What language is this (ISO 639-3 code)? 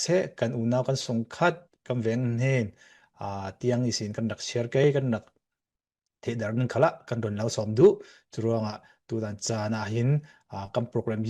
cfm